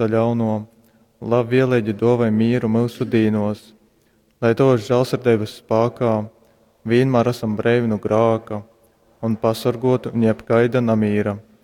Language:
Latgalian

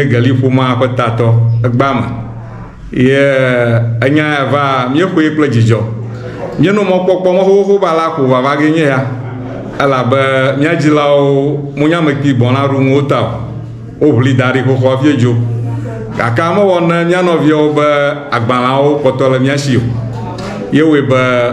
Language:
Ewe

